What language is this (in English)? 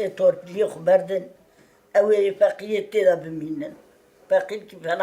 Kurdish